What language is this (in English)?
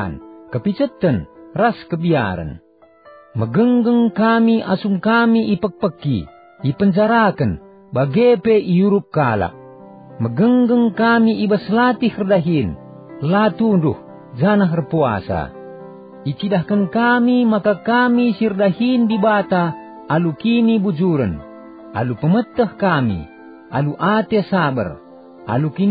Batak Karo